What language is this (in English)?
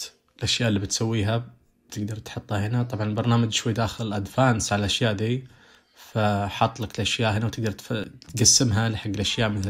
Najdi Arabic